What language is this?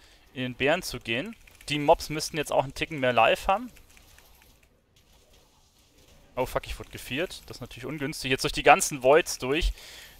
German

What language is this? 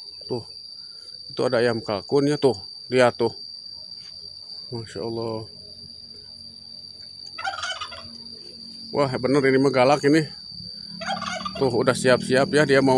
Indonesian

